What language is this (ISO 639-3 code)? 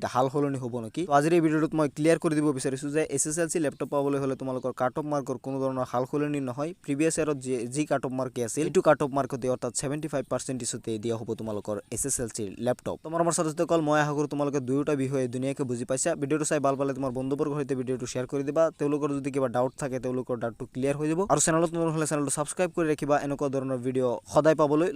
asm